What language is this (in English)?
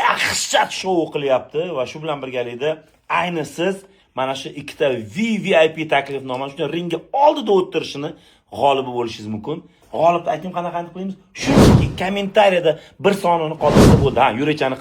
Uzbek